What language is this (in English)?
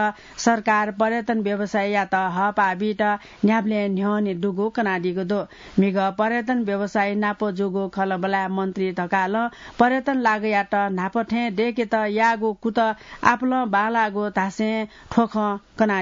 Newari